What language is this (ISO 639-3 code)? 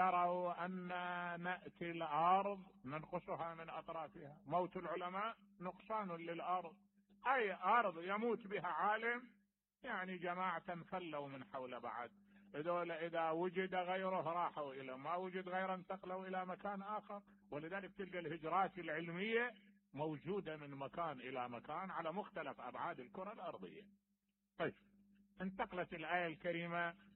acm